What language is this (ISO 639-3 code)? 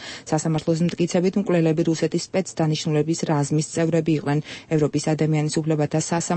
kat